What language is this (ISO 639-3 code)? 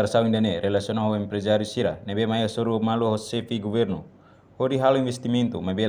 tet